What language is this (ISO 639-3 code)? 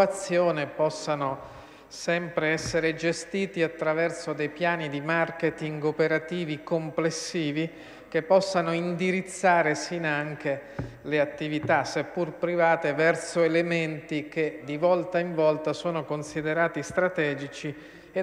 ita